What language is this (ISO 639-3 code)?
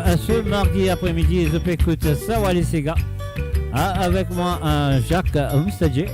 mfe